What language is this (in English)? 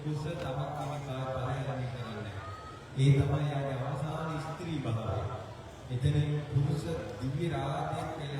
Sinhala